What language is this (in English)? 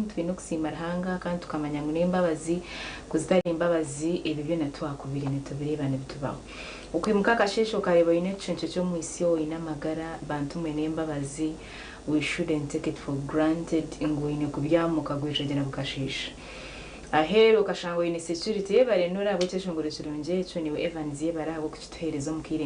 Nyankole